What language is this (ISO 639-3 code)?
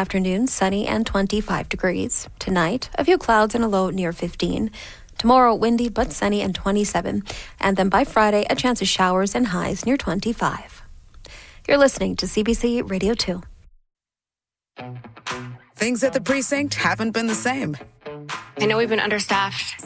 eng